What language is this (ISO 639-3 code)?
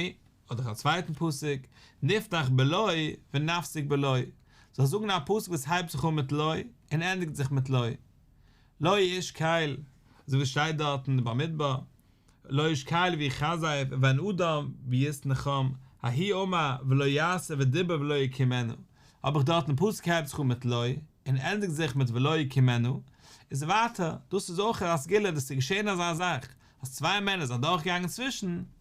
yid